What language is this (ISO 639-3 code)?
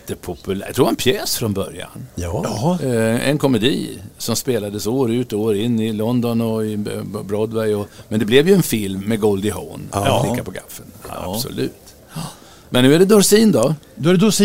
swe